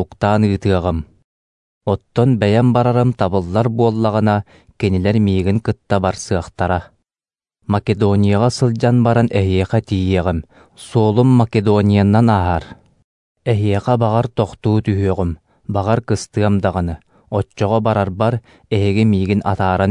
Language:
Yakut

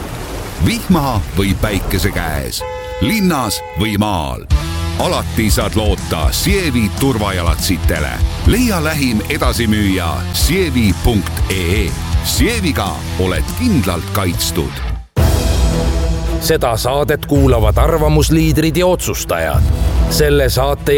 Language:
Estonian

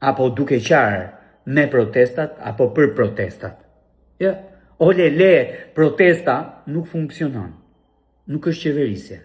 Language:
Albanian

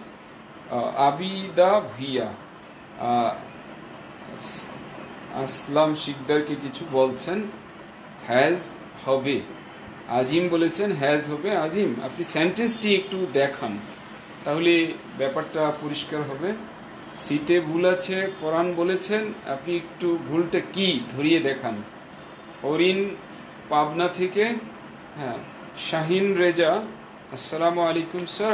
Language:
Bangla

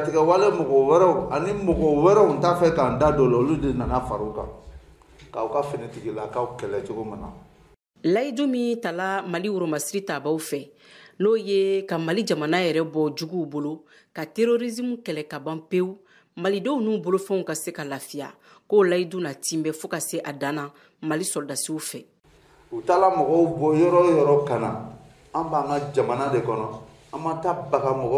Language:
Bambara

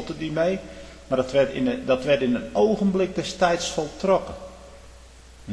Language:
Dutch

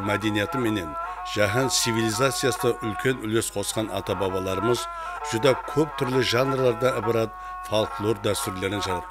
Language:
Kara-Kalpak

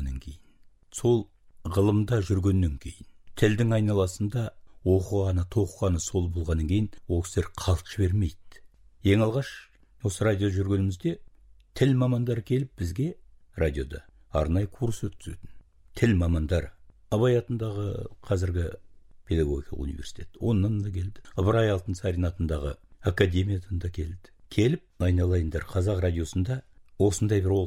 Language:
Kazakh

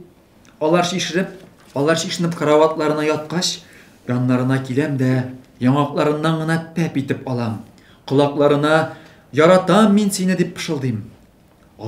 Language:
Tatar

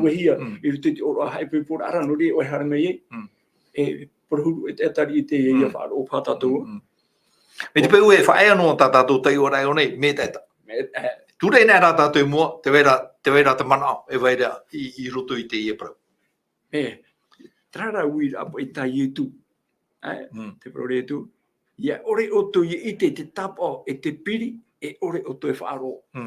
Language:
Tahitian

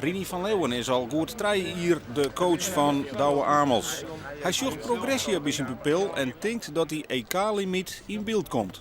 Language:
Western Frisian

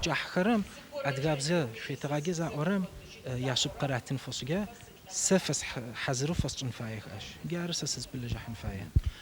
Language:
Adyghe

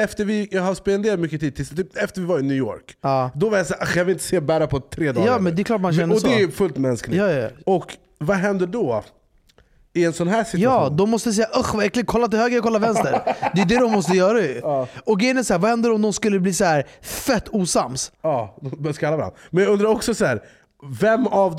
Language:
Swedish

